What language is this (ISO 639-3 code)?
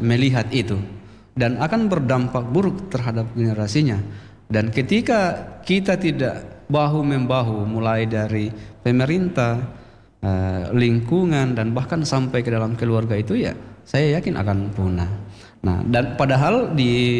ind